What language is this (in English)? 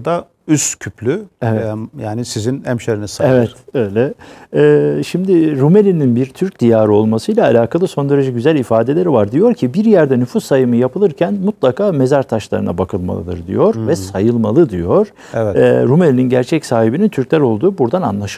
Turkish